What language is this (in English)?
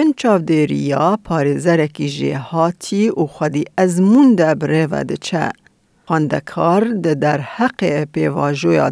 Kurdish